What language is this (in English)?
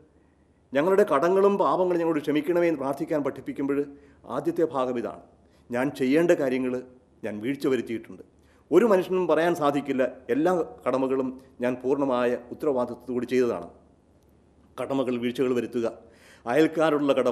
Malayalam